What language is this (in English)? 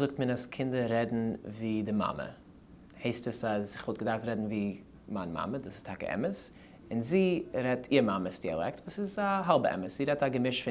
Yiddish